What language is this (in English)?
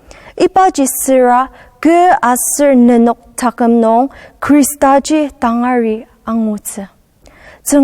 Ao Naga